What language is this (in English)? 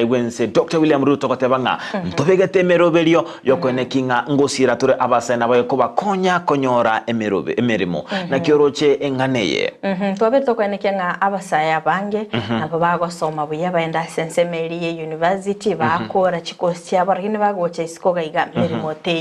Gusii